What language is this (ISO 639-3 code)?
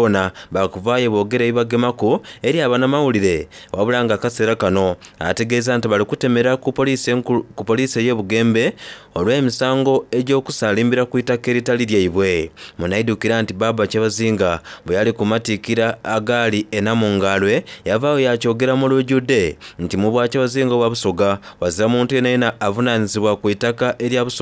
xog